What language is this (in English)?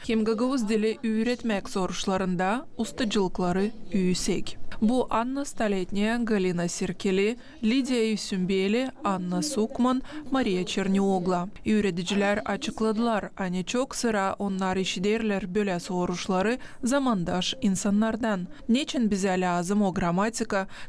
Gagauz